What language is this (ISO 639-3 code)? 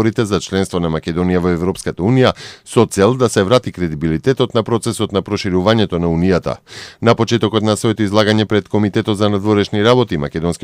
mkd